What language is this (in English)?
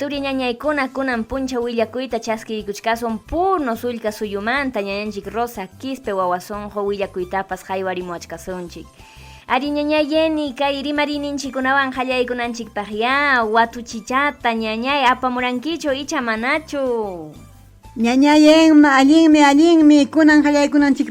Ayacucho Quechua